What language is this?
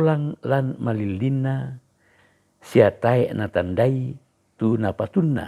Toraja-Sa'dan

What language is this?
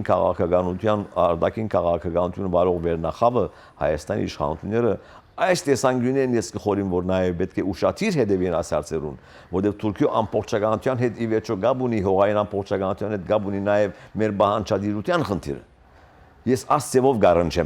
Western Armenian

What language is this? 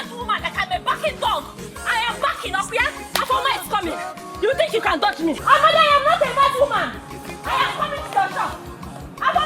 Nigerian Pidgin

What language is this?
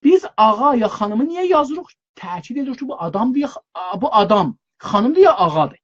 South Azerbaijani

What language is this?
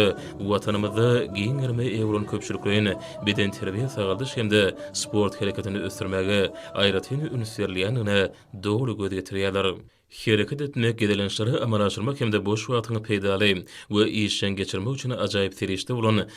Turkmen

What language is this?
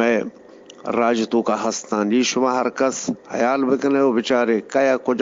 Eastern Balochi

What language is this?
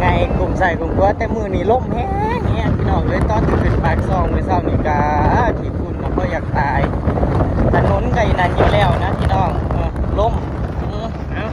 Northeastern Thai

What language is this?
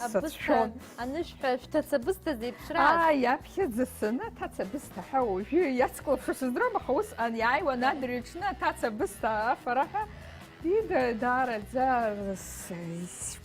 Abkhazian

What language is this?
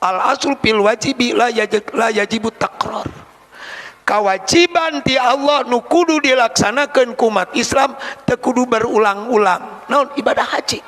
Sundanese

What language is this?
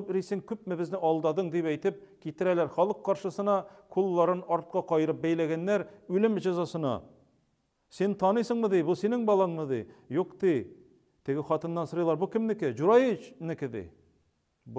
Tatar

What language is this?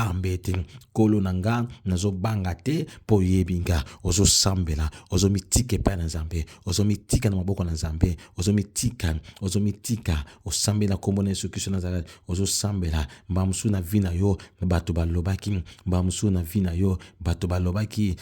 Lingala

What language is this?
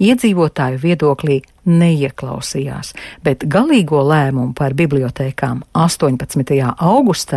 Latvian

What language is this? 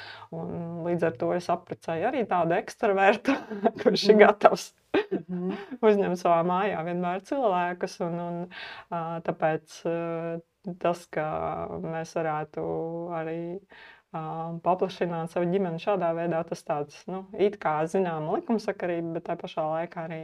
Latvian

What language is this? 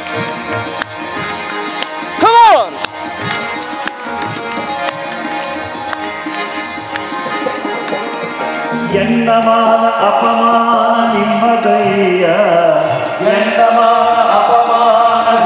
Kannada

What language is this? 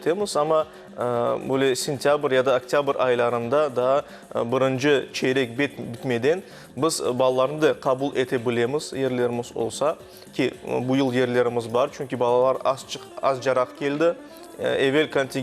Crimean Tatar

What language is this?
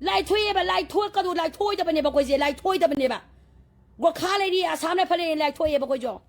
Manipuri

